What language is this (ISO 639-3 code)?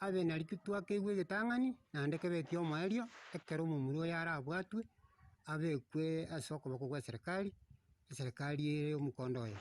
guz